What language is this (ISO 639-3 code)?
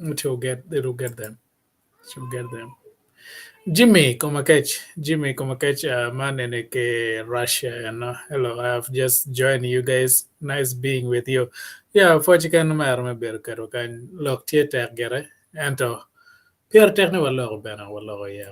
ach